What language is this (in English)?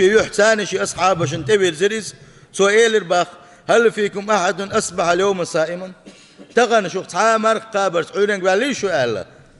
Chechen